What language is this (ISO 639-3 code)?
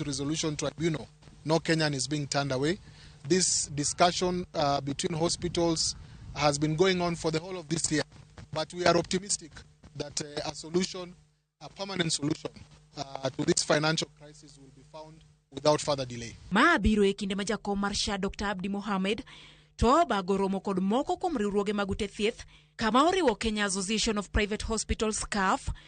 luo